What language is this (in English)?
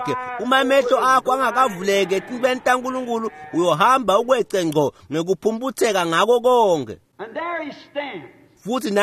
Swati